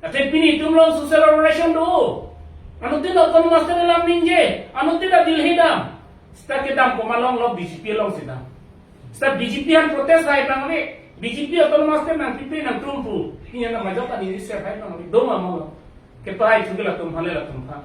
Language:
Karbi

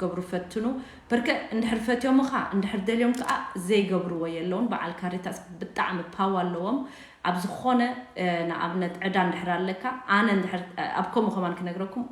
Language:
Tigrinya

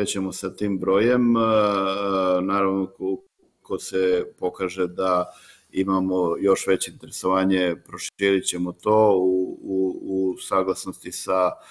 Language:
Serbian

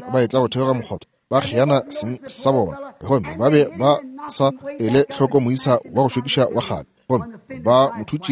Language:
Northern Sotho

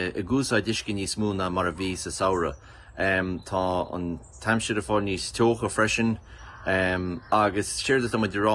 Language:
Irish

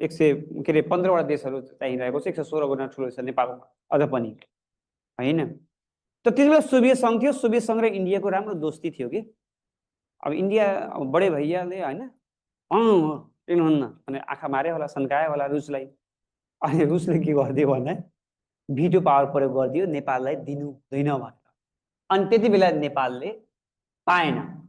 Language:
Nepali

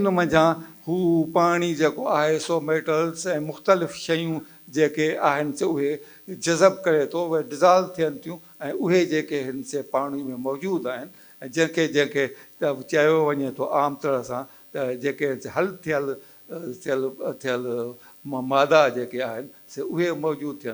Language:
Sindhi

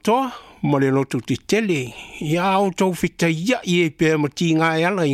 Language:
Samoan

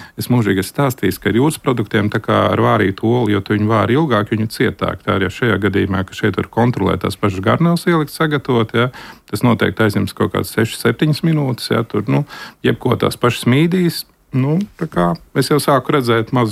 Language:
Latvian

